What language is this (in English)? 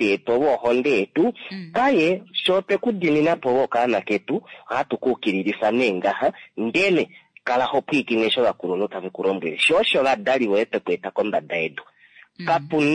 Kuanyama